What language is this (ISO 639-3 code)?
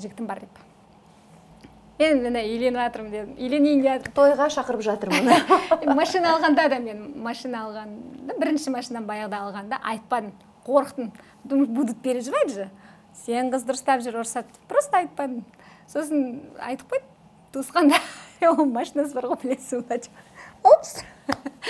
kaz